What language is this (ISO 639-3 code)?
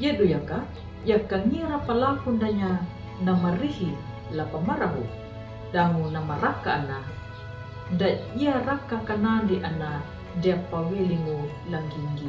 akg